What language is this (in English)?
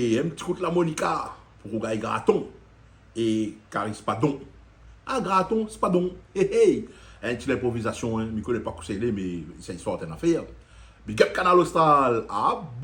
Réunion Creole French